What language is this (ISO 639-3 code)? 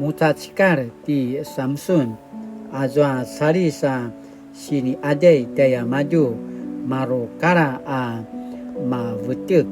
pwn